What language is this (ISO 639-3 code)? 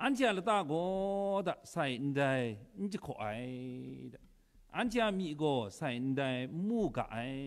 kac